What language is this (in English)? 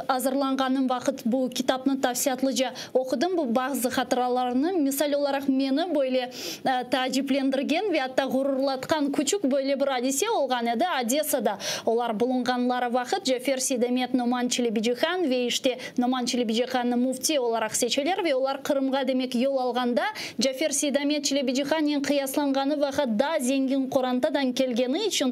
Crimean Tatar